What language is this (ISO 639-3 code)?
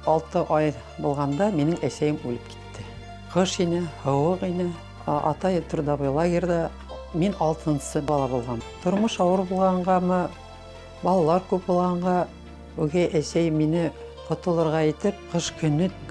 bak